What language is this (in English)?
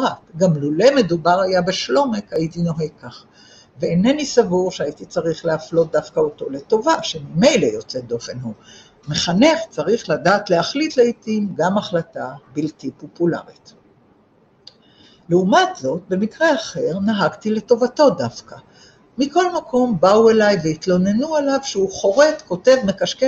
Hebrew